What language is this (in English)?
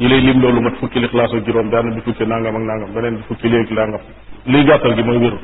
Wolof